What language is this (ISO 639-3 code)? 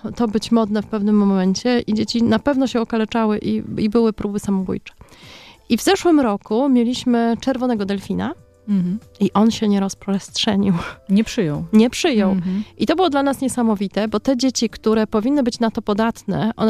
pol